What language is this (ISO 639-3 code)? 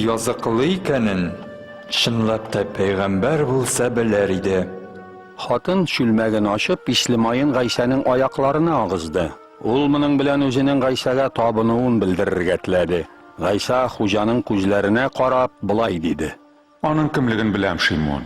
tat